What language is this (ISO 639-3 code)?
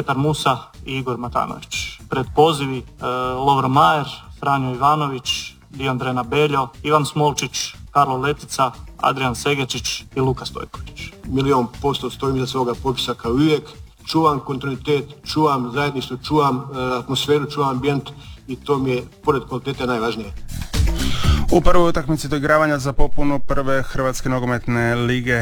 hrv